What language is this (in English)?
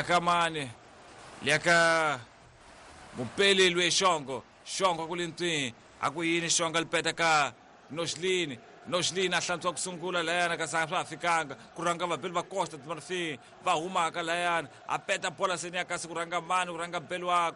Tsonga